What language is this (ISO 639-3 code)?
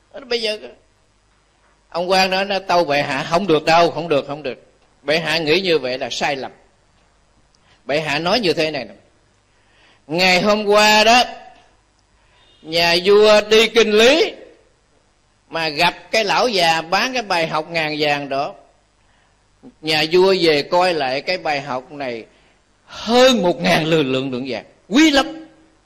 vie